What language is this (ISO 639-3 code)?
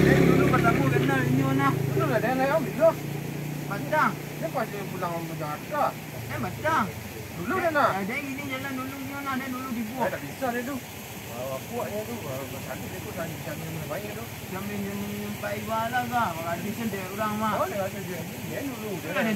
min